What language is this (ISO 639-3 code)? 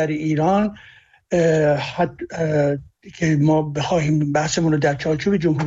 fas